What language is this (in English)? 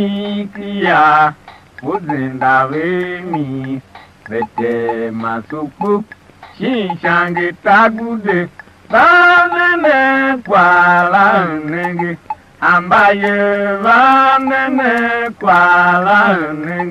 Tiv